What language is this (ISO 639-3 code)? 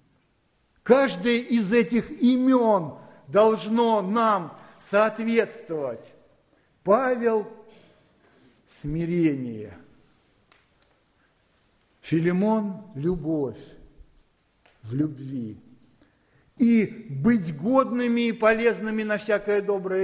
rus